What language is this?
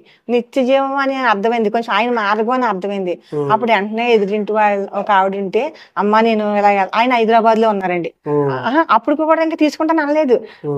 Telugu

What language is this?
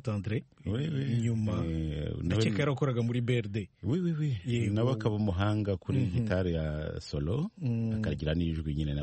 Kinyarwanda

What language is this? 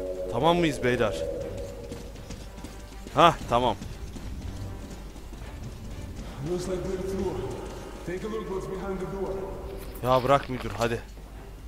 Turkish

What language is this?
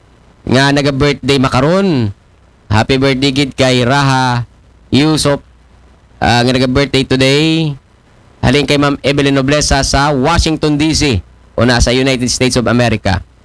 Aklanon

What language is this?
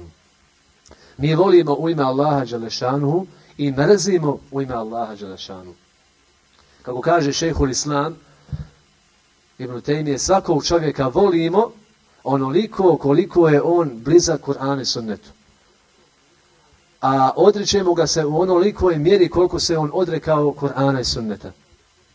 Bosnian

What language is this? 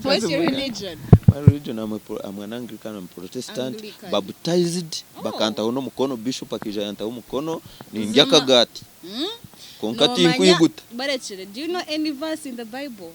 Nyankole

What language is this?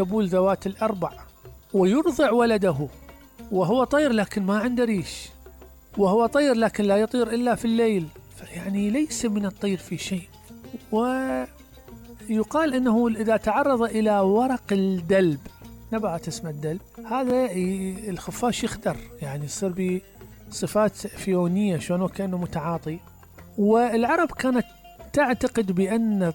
Mesopotamian Arabic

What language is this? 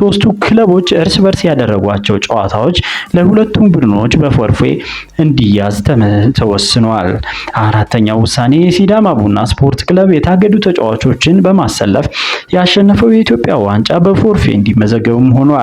Amharic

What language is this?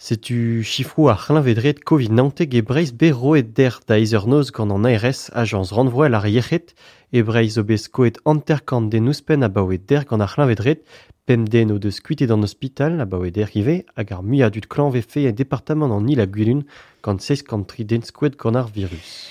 Breton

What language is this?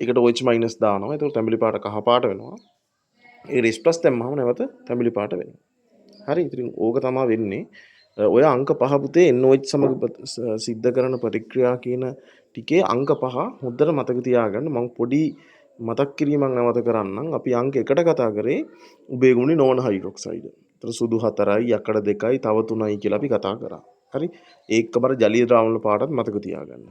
Sinhala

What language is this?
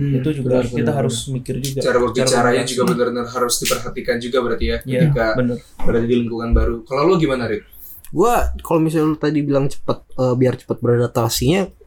Indonesian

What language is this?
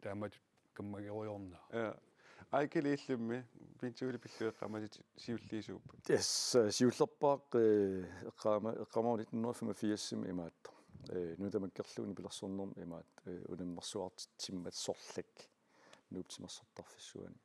Kalaallisut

